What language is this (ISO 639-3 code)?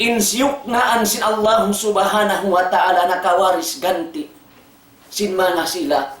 tsg